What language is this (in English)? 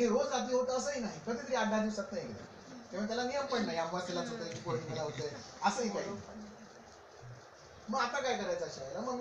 Marathi